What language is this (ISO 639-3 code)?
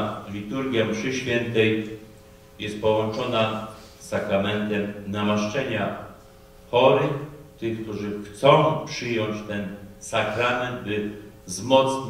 pol